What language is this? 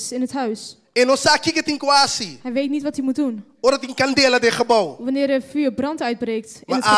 Papiamento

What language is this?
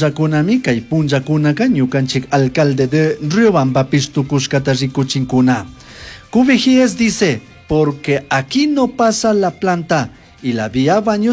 Chimborazo Highland Quichua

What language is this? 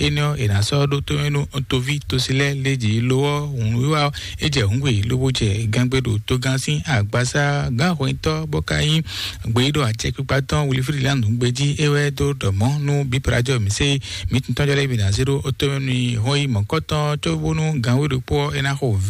Fon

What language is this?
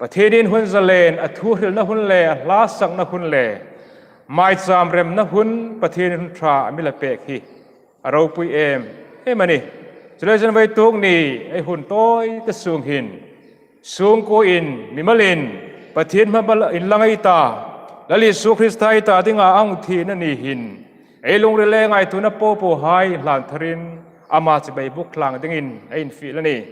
Hmar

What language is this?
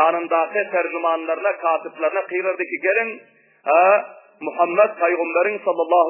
Turkmen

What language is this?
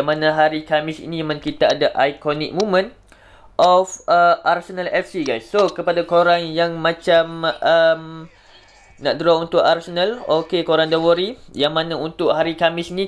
Malay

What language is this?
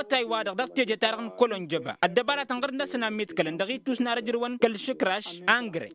Tamasheq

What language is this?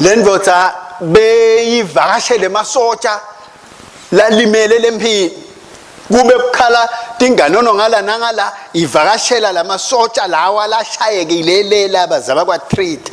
Swati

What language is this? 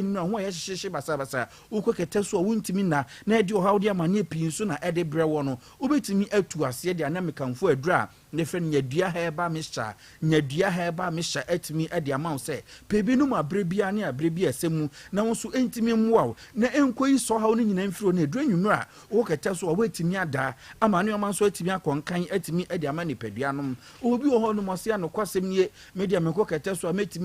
Akan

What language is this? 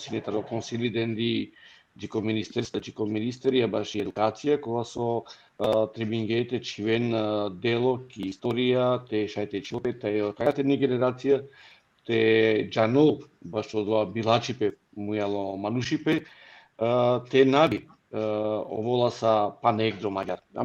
Balkan Romani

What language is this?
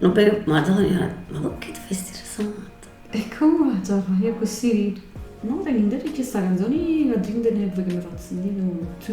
Neapolitan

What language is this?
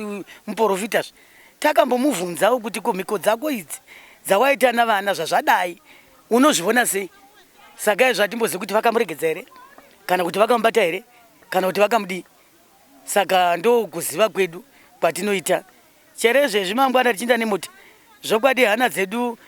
Shona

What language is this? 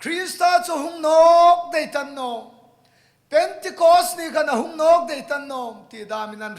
Hmar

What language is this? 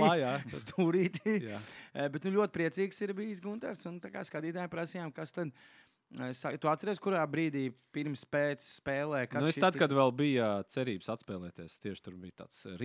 Latvian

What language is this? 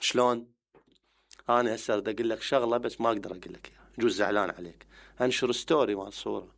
Mesopotamian Arabic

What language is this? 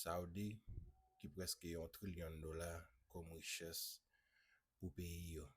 Haitian Creole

